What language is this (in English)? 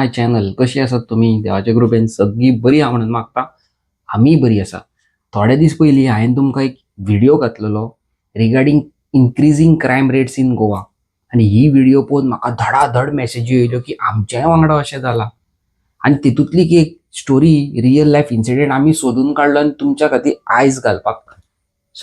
Konkani